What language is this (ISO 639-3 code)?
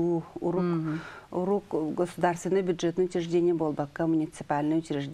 sah